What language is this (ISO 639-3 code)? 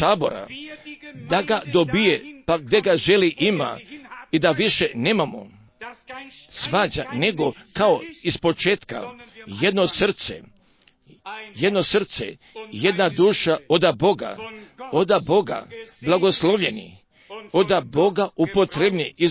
hrv